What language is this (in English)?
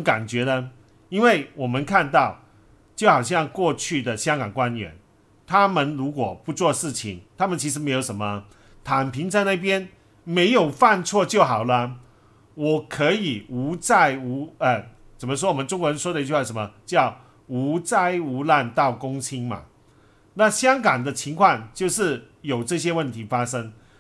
Chinese